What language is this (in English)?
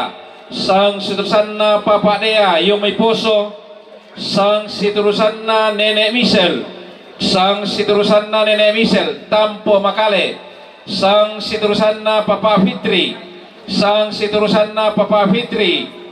Toraja-Sa'dan